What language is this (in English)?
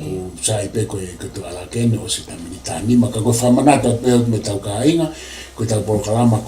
Tongan